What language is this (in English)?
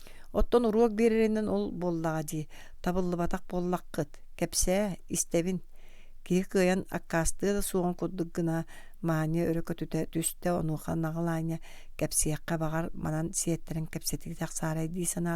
Yakut